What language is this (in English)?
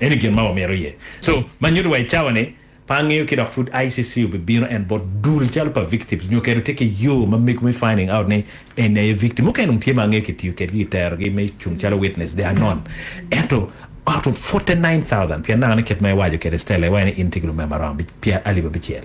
Acoli